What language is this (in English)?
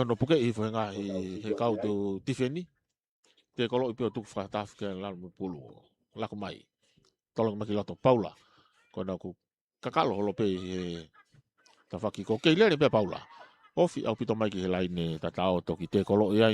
Tongan